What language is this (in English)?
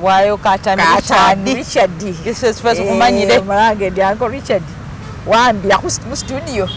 Masaaba